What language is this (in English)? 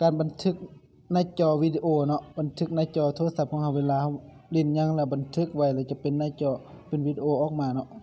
Lao